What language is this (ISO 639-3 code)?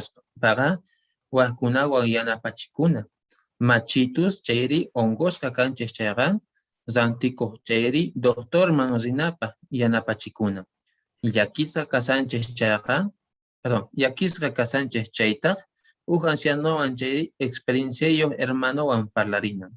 que